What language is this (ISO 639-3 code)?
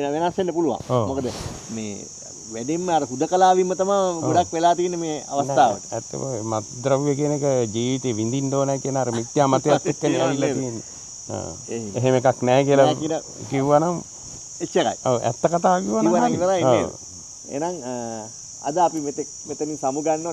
sin